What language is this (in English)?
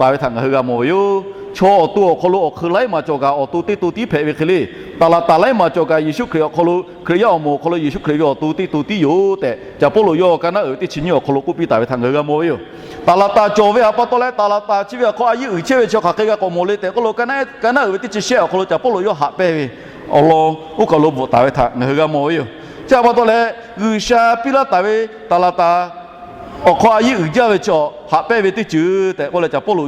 Lahu